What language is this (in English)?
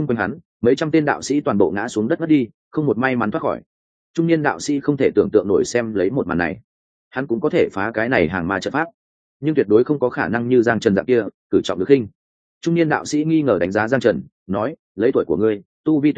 Vietnamese